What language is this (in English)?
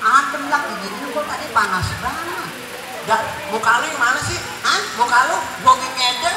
Betawi